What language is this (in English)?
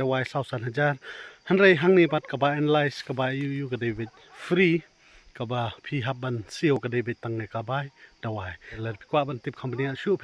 Khasi